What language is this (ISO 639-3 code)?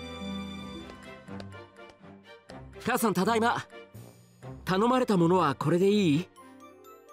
jpn